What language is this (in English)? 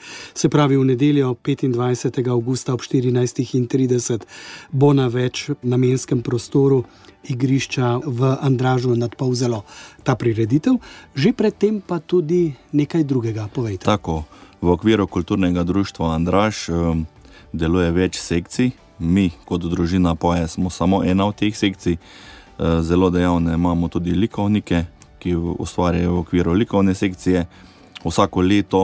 Slovenian